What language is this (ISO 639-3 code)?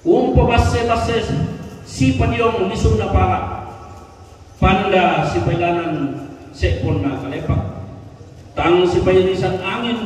sda